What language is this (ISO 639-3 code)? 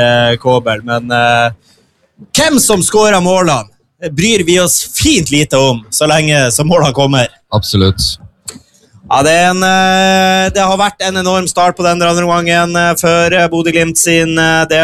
nor